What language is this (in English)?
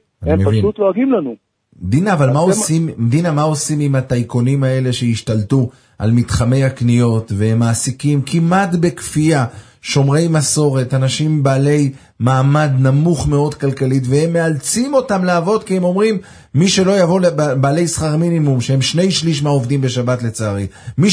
Hebrew